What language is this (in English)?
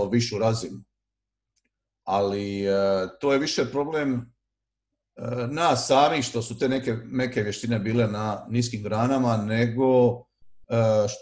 Croatian